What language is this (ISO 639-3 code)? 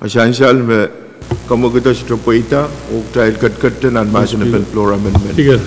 pon